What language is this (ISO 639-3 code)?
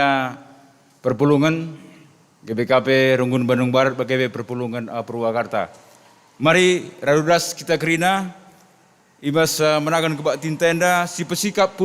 btx